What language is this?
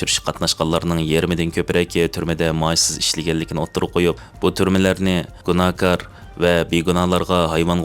Uyghur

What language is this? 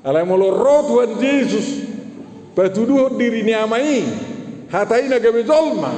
Batak Toba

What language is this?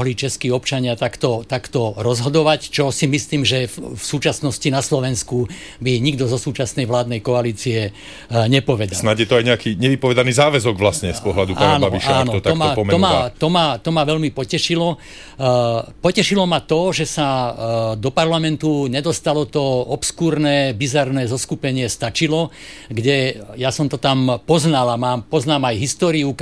Slovak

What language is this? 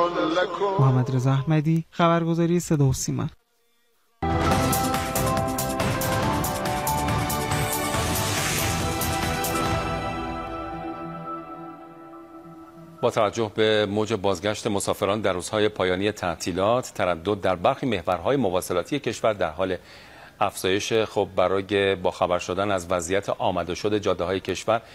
Persian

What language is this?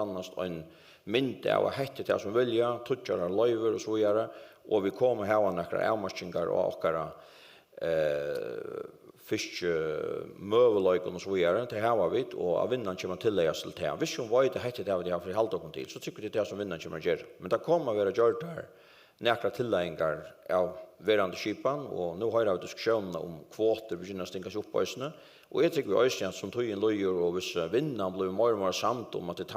Faroese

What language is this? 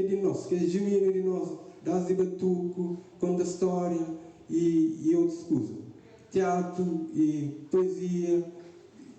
Kabuverdianu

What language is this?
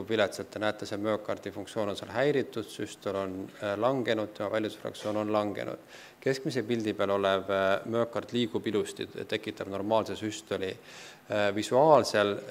Estonian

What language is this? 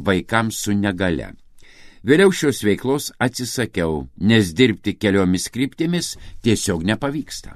Lithuanian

